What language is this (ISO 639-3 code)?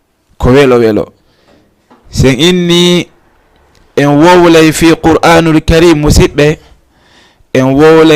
ful